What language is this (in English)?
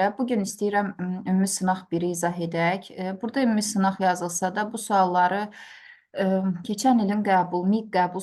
Azerbaijani